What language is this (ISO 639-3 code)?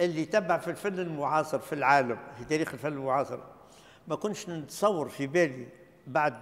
aeb